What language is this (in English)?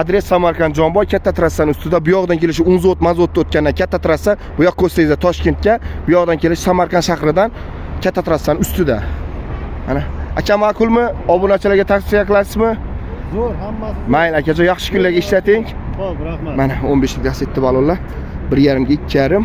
Uzbek